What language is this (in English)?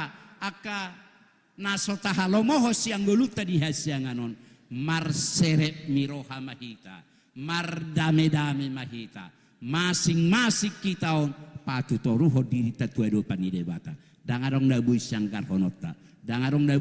Batak Toba